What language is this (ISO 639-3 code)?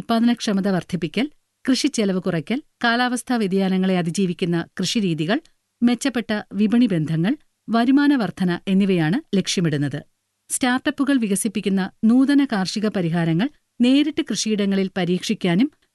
mal